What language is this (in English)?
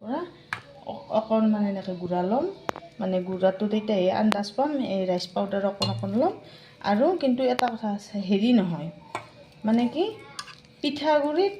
Assamese